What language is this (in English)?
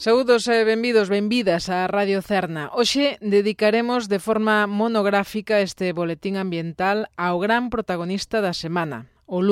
Galician